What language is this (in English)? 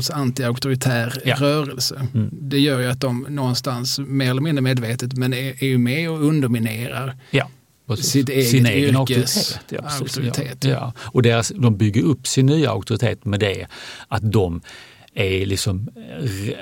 Swedish